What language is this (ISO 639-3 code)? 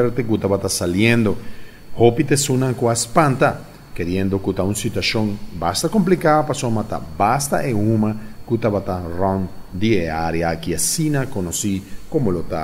pap